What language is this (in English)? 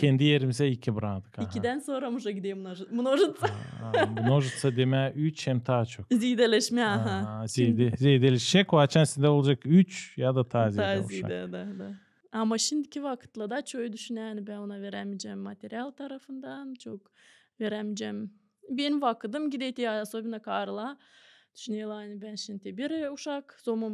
Gagauz